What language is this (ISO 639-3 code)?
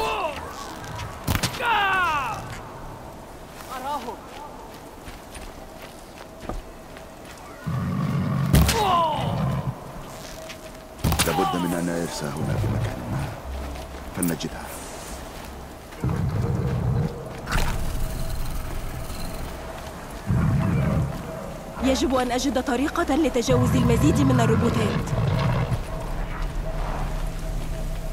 ara